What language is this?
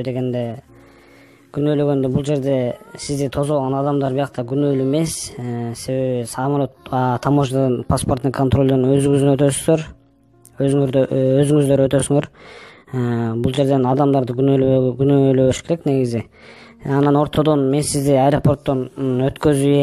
Kyrgyz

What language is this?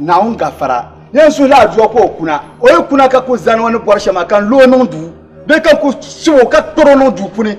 Dagbani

